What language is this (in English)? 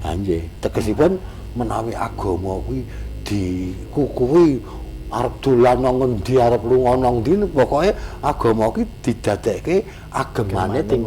Javanese